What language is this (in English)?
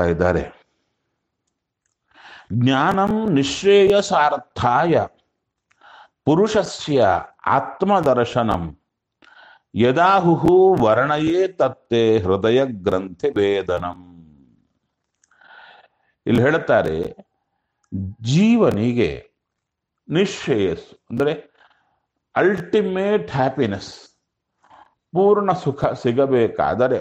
Kannada